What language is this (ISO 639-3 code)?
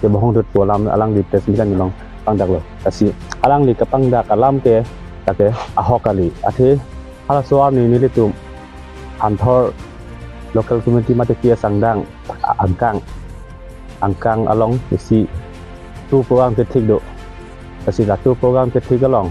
mjw